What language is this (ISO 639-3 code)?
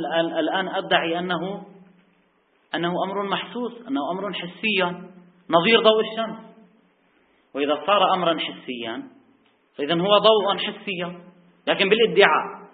ara